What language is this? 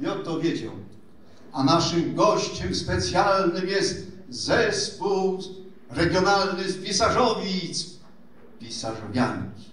Silesian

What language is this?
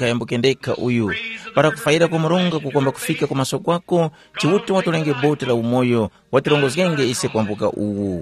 Tumbuka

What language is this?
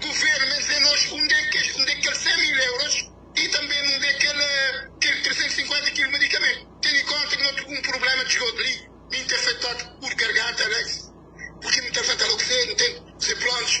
Kabuverdianu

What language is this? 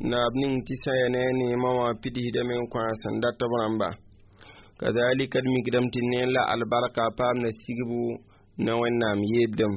Mossi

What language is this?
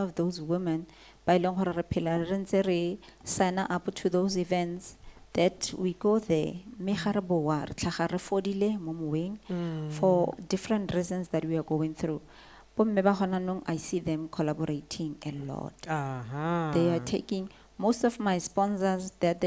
Tswana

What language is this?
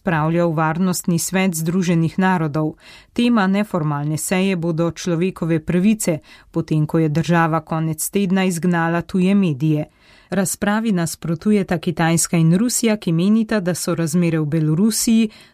Slovenian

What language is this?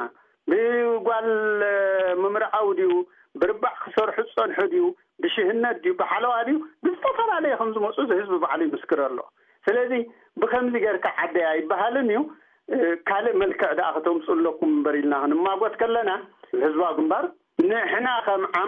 Tigrinya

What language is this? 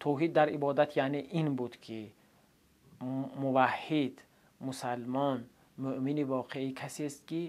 Tajik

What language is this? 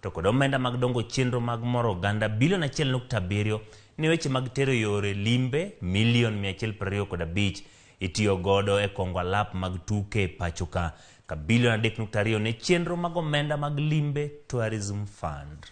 Luo (Kenya and Tanzania)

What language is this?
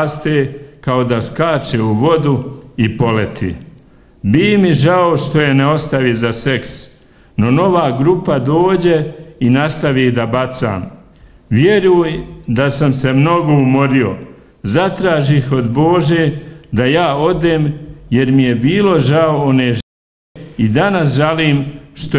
Bosnian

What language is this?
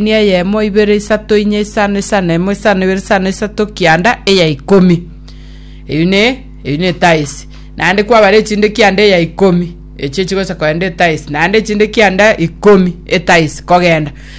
Gusii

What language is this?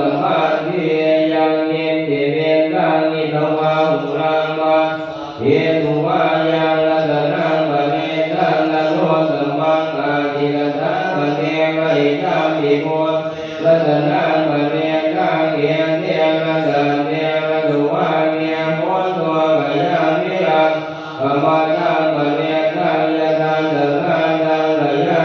Pali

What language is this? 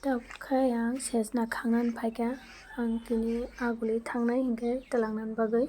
Kok Borok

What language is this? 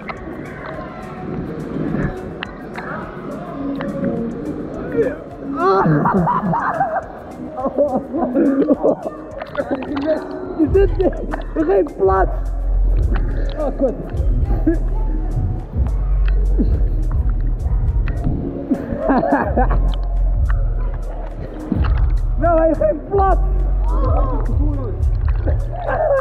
Dutch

